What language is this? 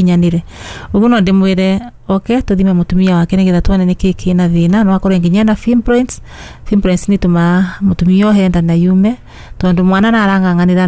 Kikuyu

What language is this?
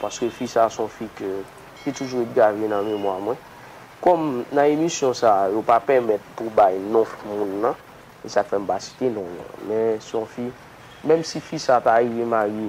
Haitian Creole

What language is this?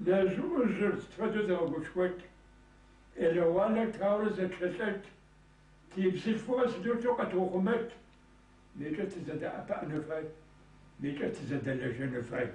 Kabardian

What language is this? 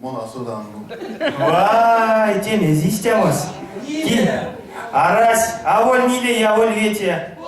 Erzya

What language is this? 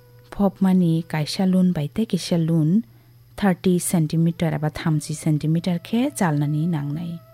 Kok Borok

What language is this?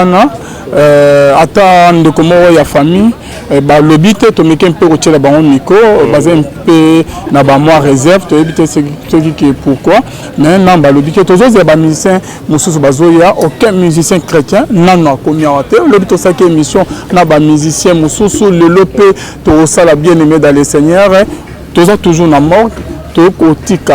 Lingala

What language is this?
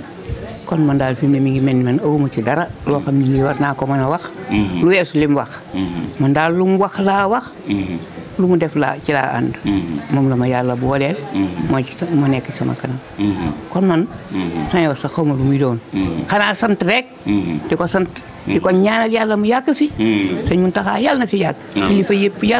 Wolof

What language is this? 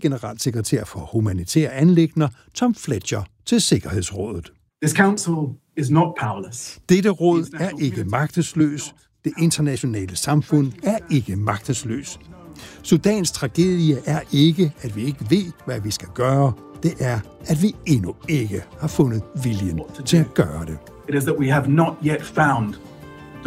Danish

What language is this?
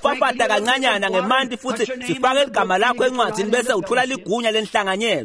Swati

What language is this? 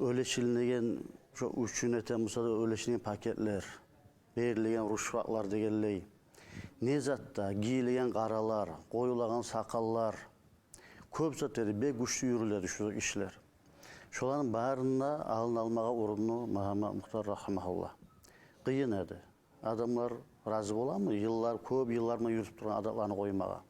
Kumyk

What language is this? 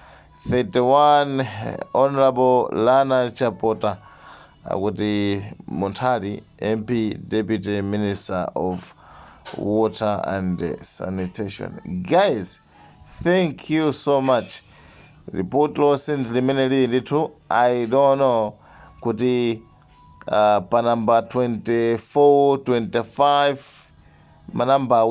Nyanja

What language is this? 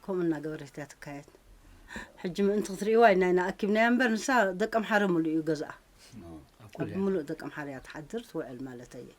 Tigrinya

